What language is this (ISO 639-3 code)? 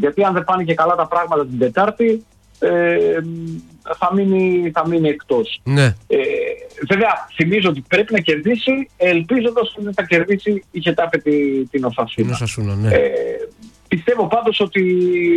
ell